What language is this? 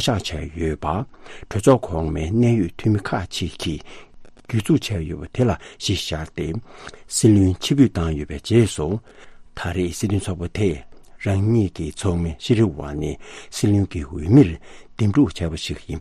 Tibetan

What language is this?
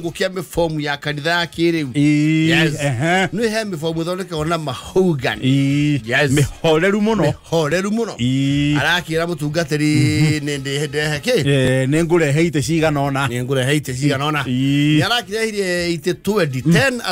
Kikuyu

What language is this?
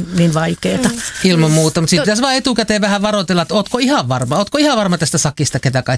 Finnish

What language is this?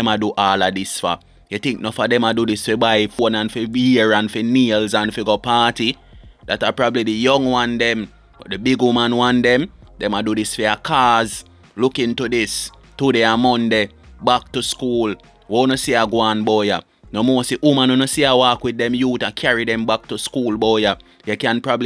Jamaican Creole English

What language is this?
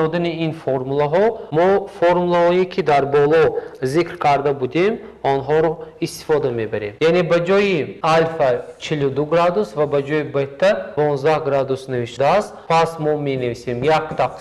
Tajik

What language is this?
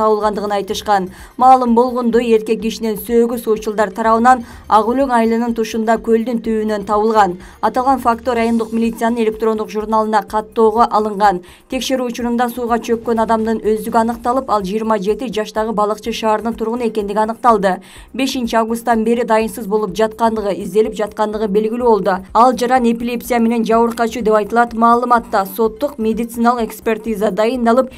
Kyrgyz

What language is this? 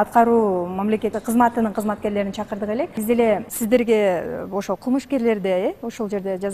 Kyrgyz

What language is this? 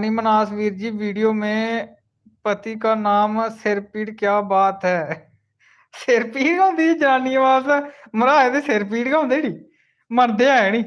Dogri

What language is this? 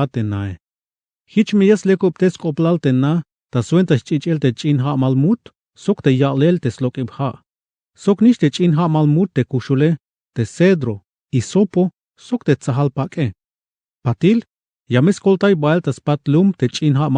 Tzeltal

